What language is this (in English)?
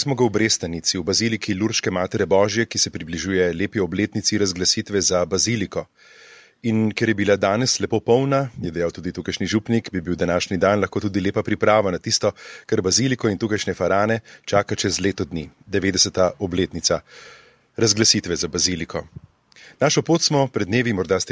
Slovenian